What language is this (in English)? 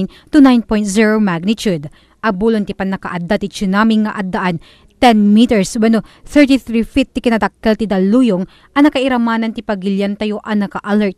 Iloko